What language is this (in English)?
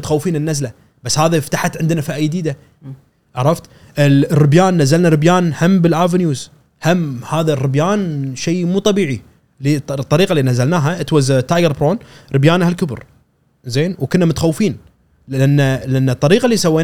Gulf Arabic